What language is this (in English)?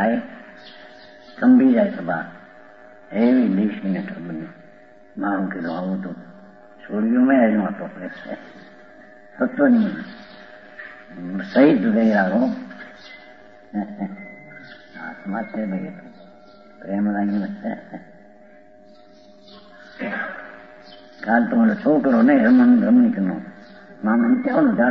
Gujarati